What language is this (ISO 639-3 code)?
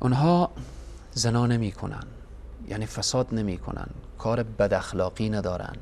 fas